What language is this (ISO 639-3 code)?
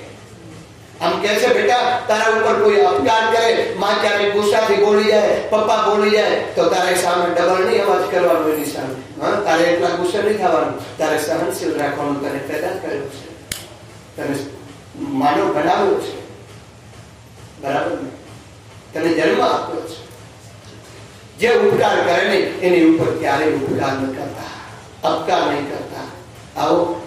guj